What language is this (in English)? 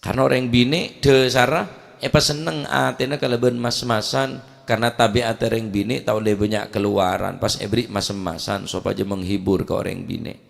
Madurese